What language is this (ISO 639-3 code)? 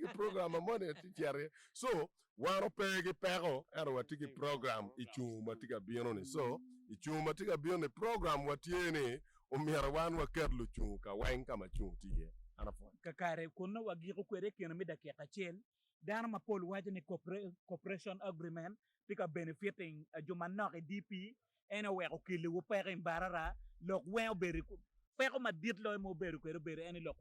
ach